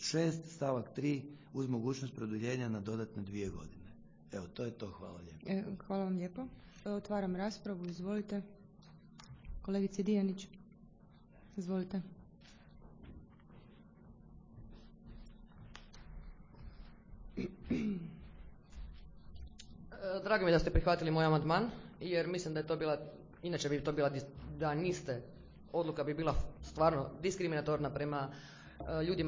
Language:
Croatian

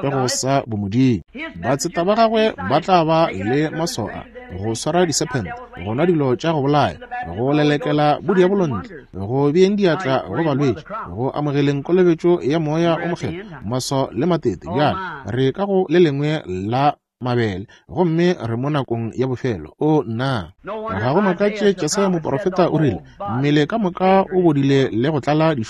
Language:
Northern Sotho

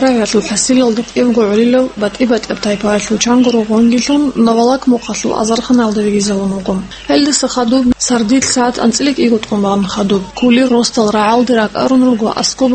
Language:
Avaric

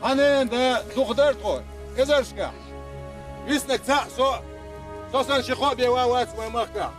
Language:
Chechen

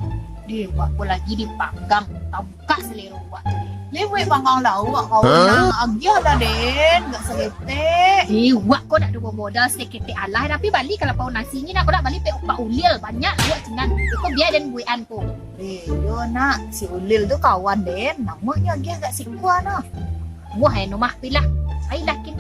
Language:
Minangkabau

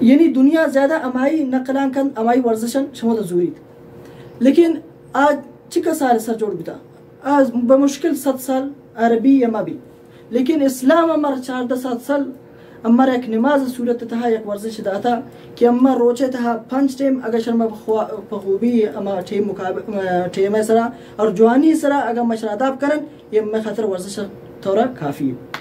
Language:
Baluchi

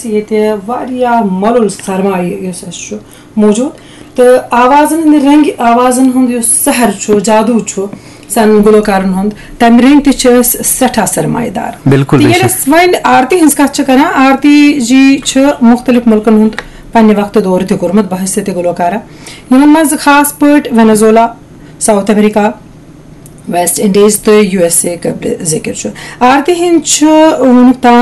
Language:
Kashmiri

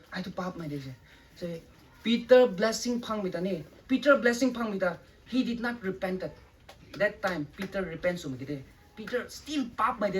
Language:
Rongmei Naga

